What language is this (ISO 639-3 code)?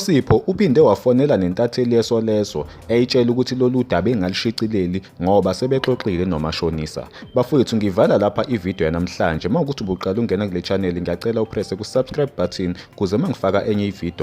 zul